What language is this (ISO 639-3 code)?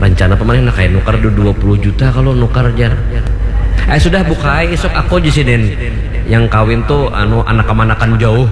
bjn